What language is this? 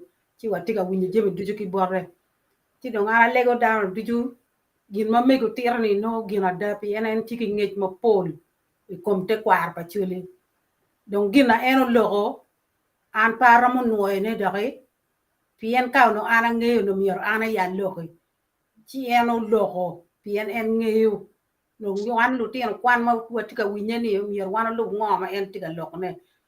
Acoli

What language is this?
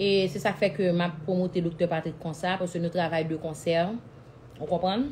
Haitian Creole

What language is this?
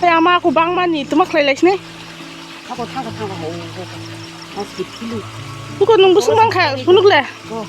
Kok Borok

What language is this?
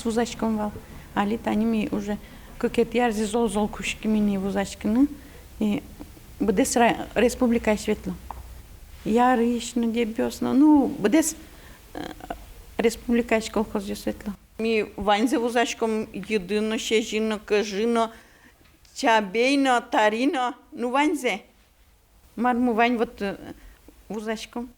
Udmurt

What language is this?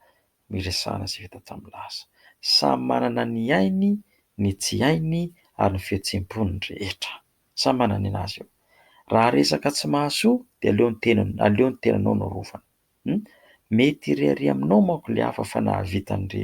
Malagasy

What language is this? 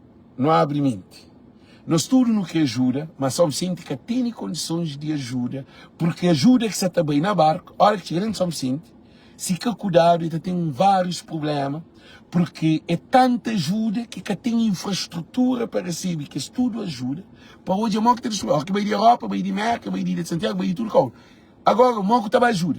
Kabuverdianu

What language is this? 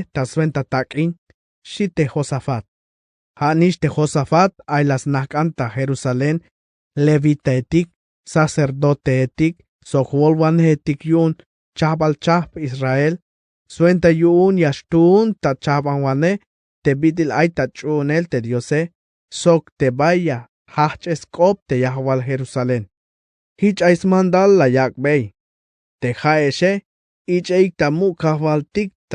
Tzeltal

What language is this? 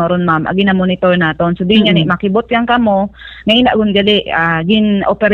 Hiligaynon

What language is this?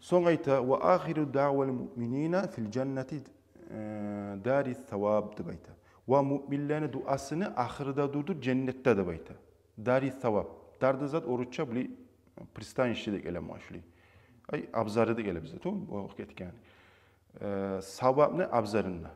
Kumyk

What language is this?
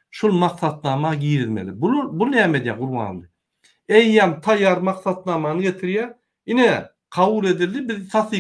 Turkmen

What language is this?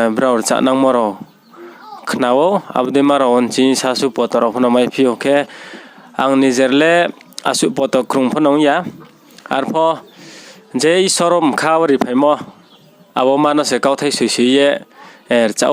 Riang (India)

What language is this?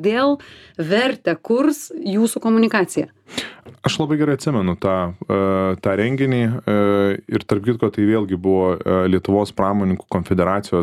Lithuanian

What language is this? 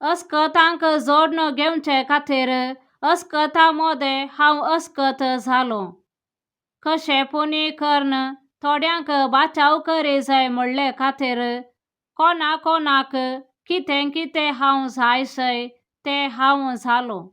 Konkani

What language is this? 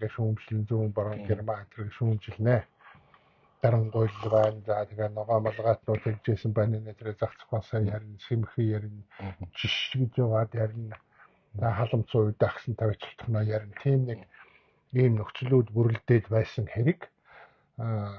Mongolian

